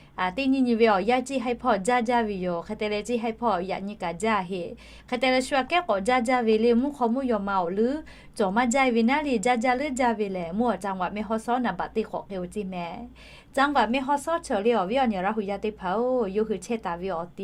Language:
Lahu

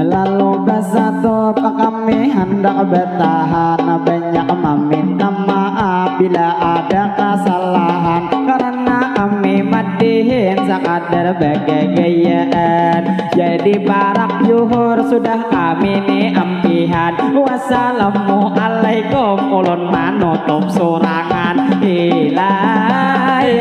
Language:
Banjar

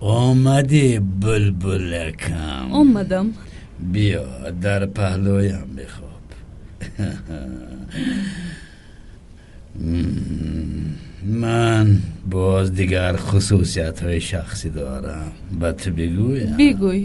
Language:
Tajik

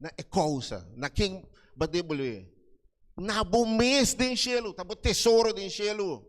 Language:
Papiamento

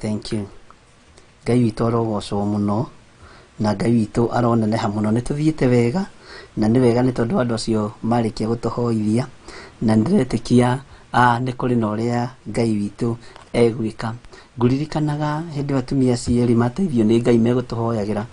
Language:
Kikuyu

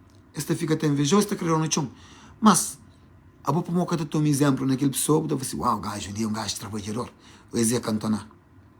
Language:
Kabuverdianu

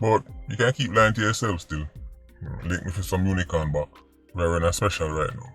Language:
Jamaican Creole English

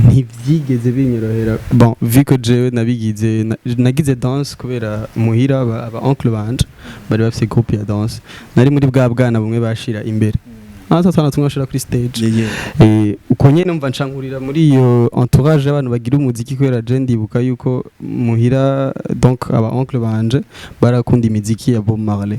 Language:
Rundi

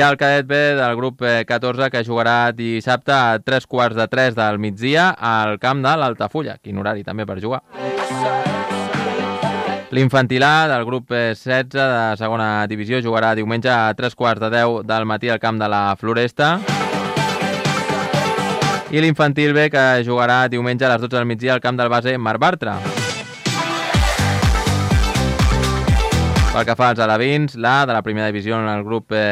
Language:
Catalan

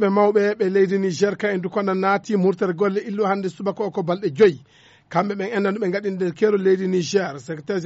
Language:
Fula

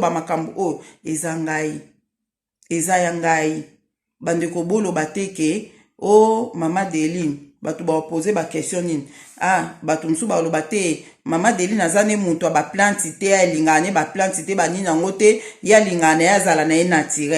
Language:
Lingala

